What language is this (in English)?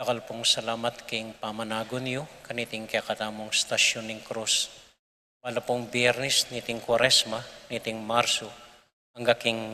Pampanga